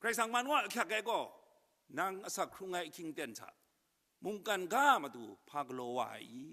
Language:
Kachin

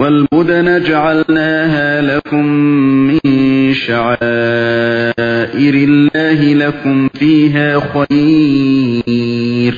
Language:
Uyghur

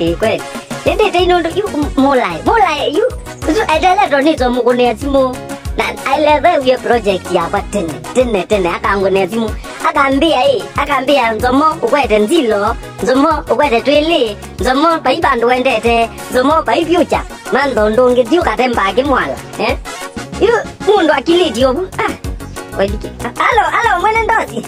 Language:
Kamba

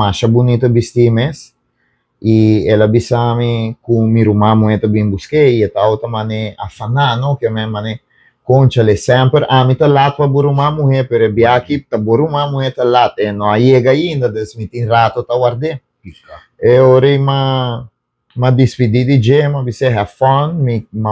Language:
Papiamento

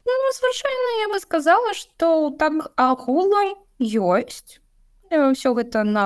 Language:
Belarusian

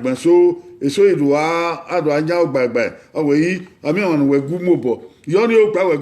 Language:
Bini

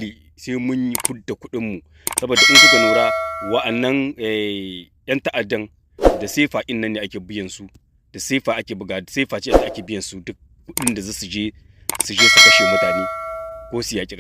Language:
Hausa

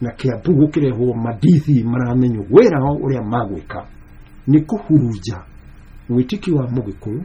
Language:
Kikuyu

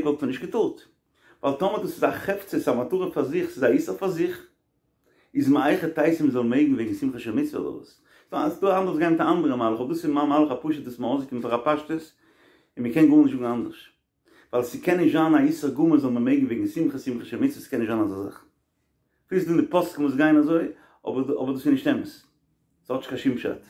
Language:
Yiddish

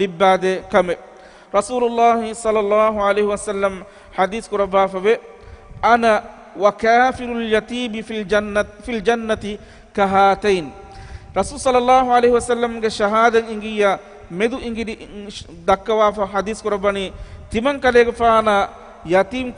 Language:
Divehi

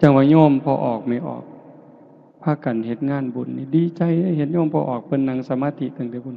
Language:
Northeastern Thai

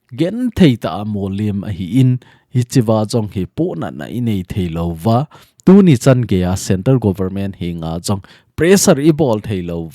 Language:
Thado Chin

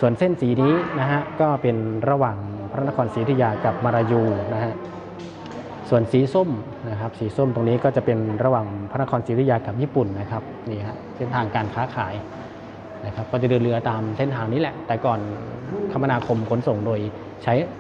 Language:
Thai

